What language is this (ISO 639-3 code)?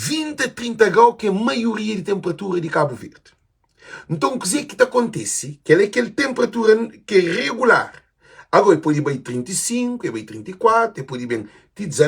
kea